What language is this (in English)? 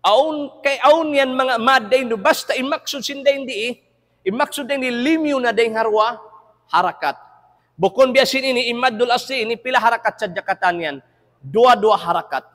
Tausug